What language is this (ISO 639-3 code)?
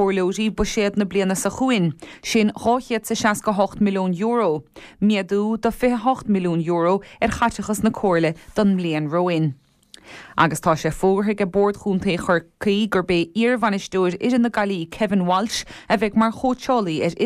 gle